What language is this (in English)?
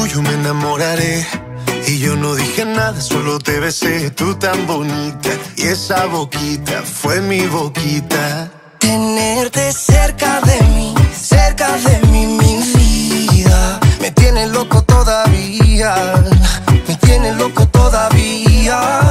Spanish